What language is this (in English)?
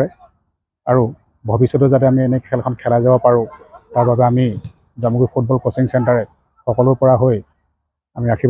Assamese